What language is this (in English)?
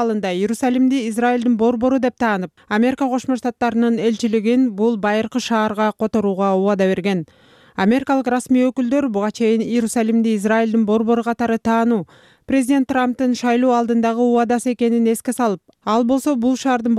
Kyrgyz